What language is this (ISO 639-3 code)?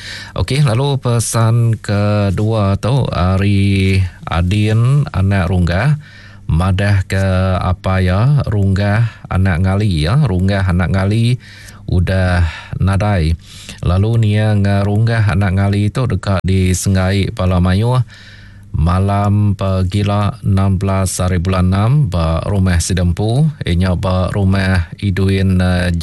iba